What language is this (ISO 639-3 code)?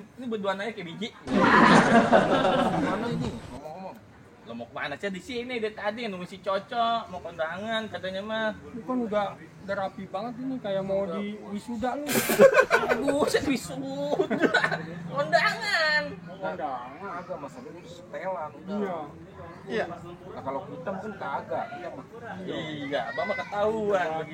bew